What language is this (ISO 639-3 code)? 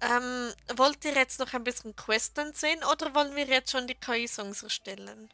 gsw